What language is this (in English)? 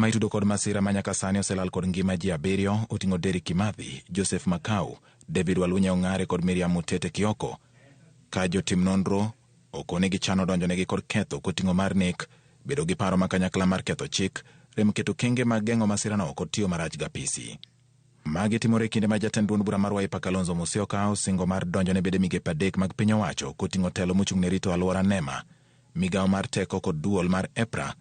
Luo (Kenya and Tanzania)